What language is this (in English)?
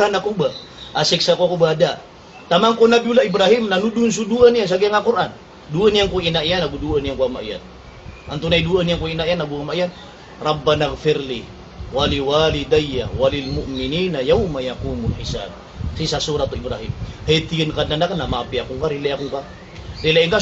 Maranao